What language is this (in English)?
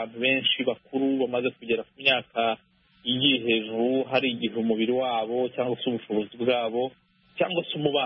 Kinyarwanda